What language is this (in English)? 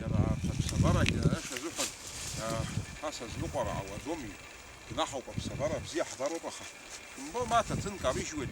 Abkhazian